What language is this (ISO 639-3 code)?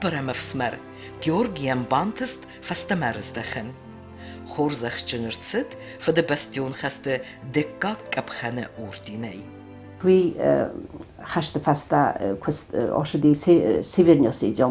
oss